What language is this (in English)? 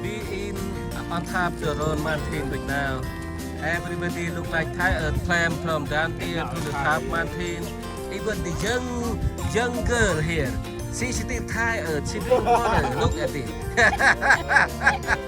Central Mnong